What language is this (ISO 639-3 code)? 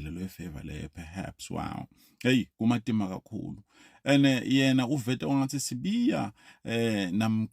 zul